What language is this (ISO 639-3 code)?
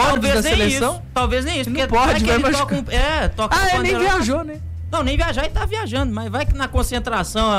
por